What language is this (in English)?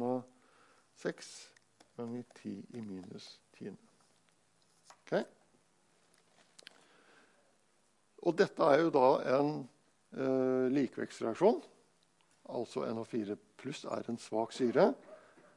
Norwegian